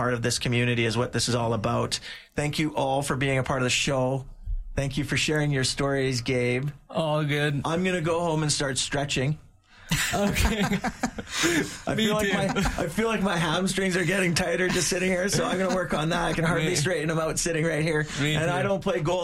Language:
English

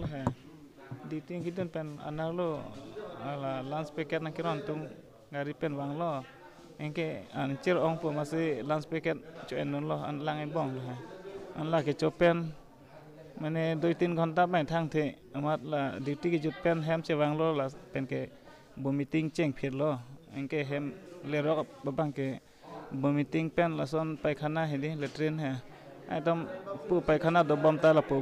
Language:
Karbi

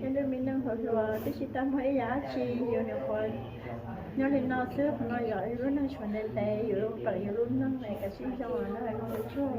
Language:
Hmong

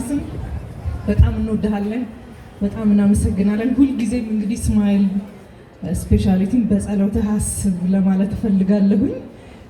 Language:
Amharic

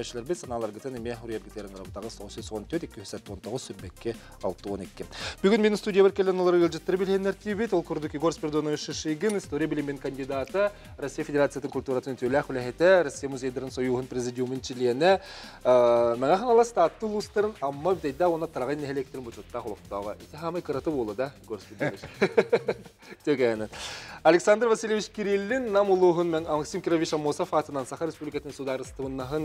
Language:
Yakut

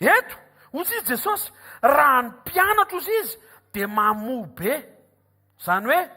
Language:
Malagasy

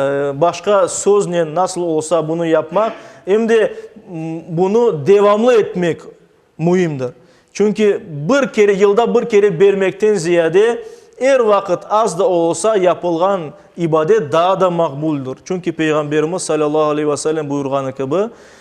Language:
Crimean Tatar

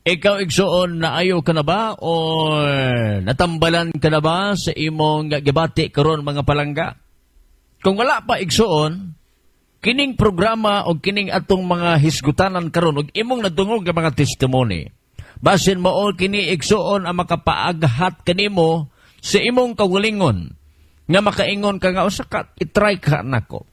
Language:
Cebuano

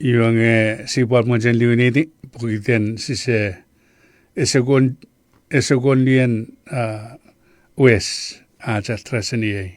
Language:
Chuukese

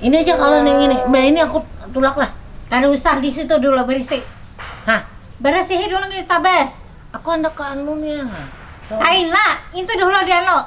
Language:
Banjar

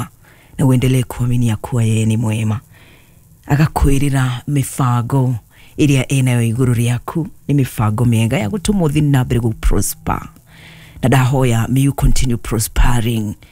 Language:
Kikuyu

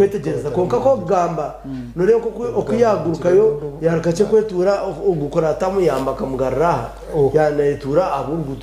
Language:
Nyankole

